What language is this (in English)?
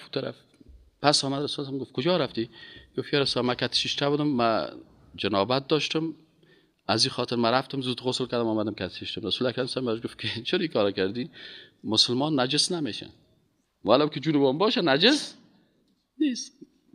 Persian